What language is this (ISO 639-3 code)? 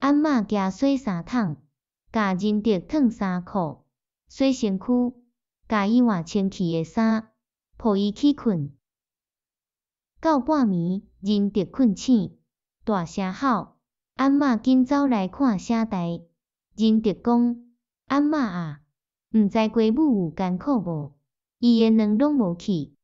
nan